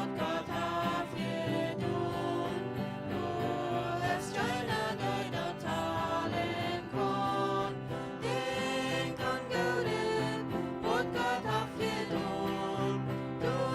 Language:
Plautdietsch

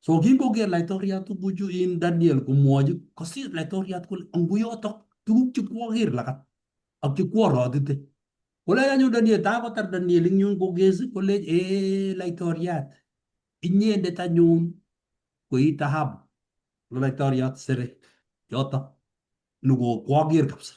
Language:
Kalenjin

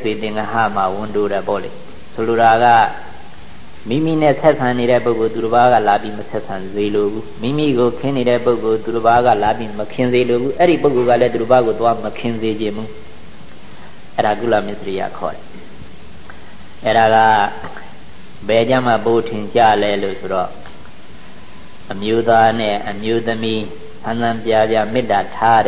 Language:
Burmese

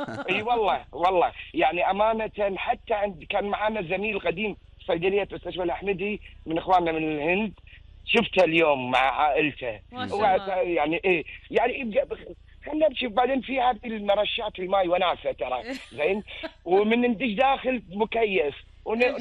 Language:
Gulf Arabic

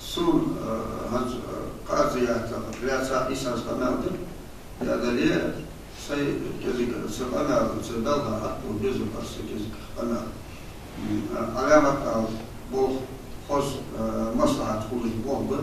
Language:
Ingush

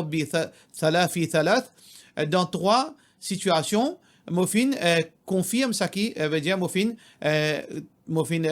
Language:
Morisyen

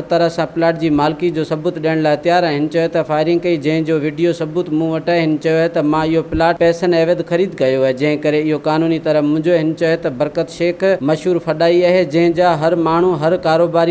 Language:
Sindhi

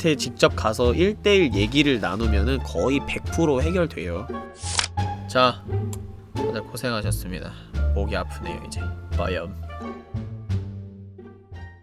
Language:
Korean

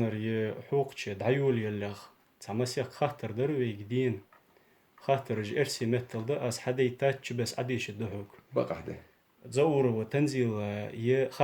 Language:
Ingush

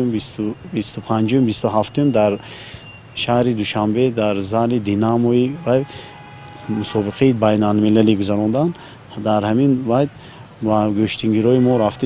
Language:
Tajik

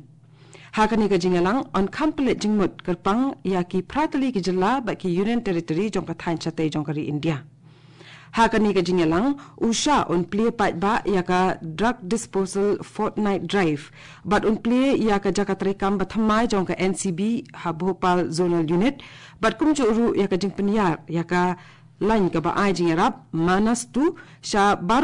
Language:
Khasi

